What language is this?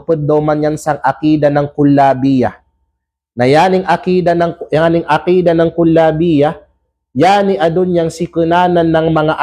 Kalagan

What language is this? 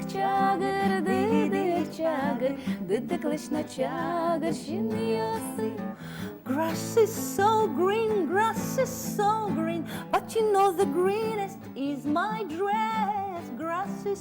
Udmurt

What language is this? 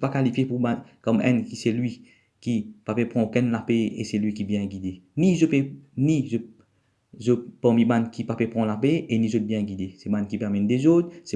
Morisyen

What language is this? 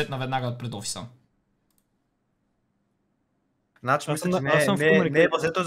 Bulgarian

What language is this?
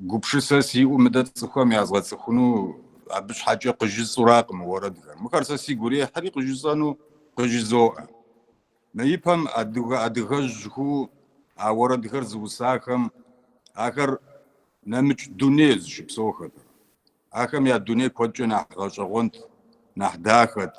Kabardian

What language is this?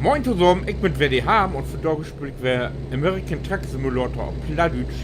Low German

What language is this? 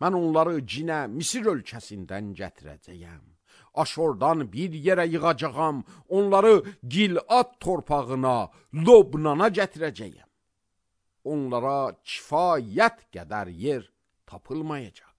Azerbaijani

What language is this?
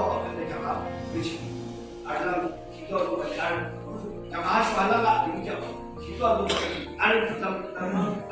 Yimchungru Naga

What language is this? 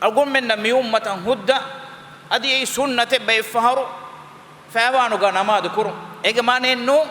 Divehi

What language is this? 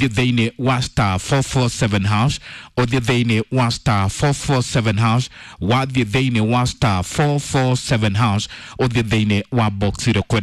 Kikuyu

